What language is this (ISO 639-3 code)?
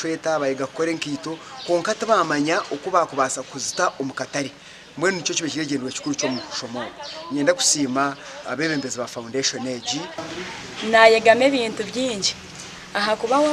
nyn